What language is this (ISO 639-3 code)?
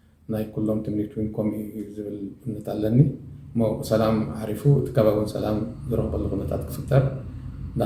tir